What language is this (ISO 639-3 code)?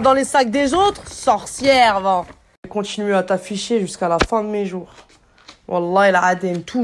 fra